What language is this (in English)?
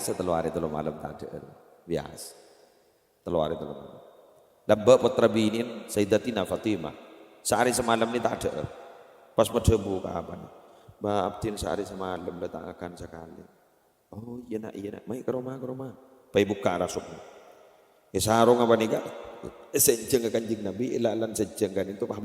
Madurese